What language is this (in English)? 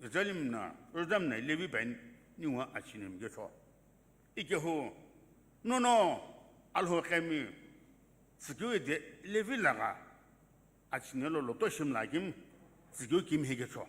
Sumi Naga